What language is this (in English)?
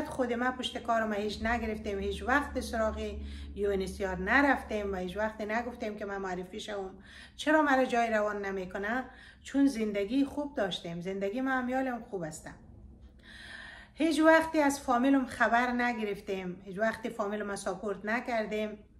Persian